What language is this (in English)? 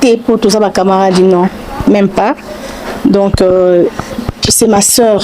Lingala